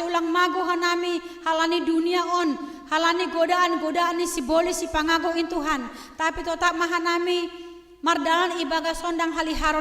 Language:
Batak Simalungun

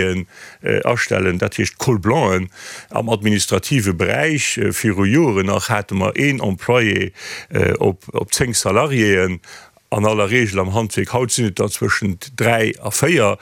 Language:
Luxembourgish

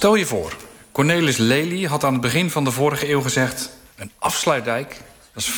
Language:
Dutch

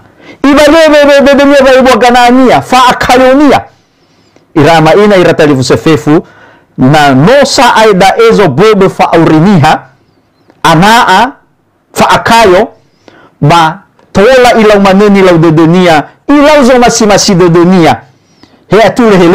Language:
Nias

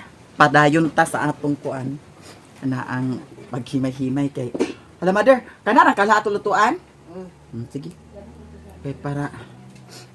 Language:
Cebuano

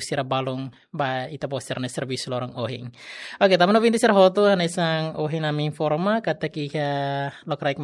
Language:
Tetum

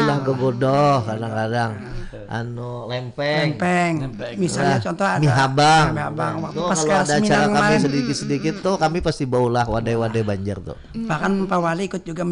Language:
Banjar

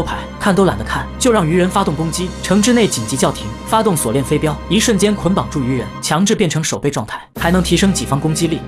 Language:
Chinese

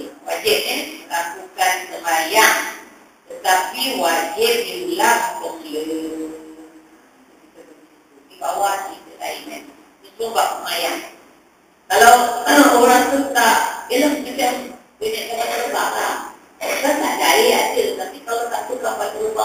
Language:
Malay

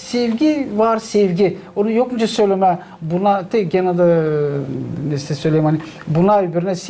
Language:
Gagauz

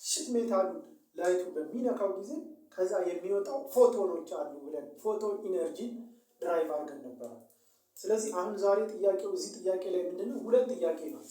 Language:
Amharic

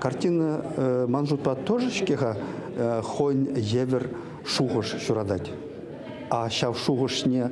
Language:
Chuvash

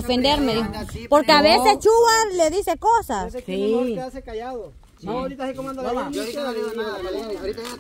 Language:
Spanish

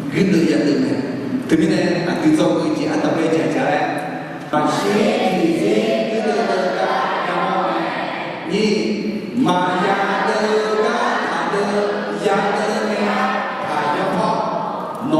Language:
Akha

